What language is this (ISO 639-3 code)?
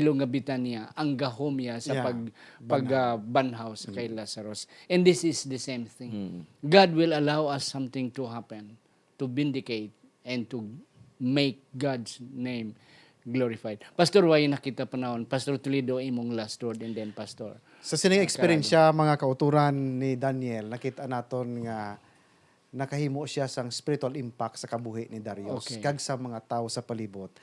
hil